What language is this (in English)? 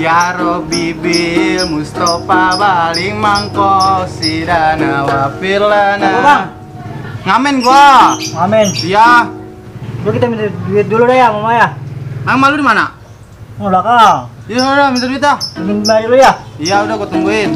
Betawi